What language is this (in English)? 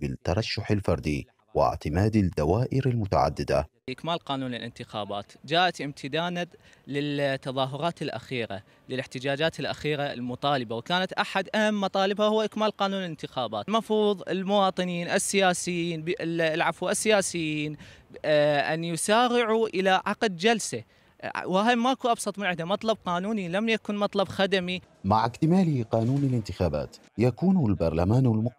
Mesopotamian Arabic